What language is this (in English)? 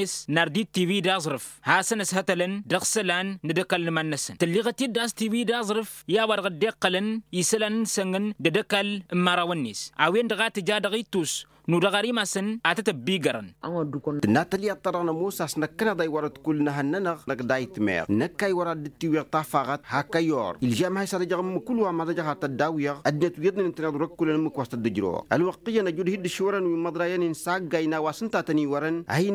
Tamasheq